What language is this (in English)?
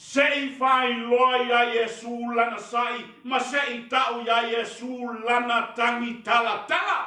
Samoan